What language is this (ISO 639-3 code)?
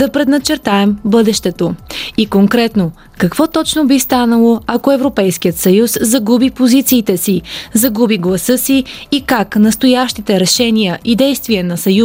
bul